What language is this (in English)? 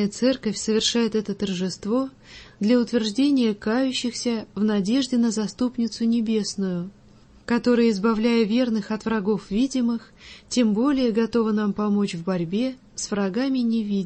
Russian